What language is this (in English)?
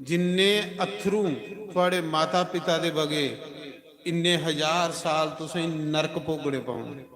Dogri